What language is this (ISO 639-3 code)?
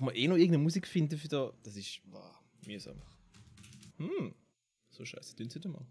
gsw